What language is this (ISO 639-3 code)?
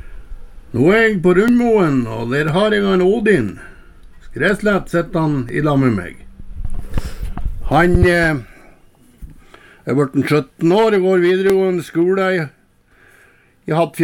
nor